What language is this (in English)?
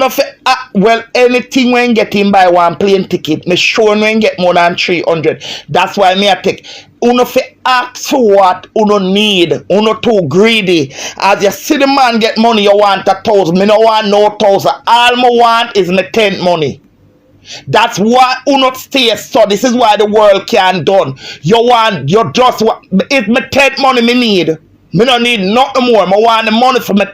Jamaican Creole English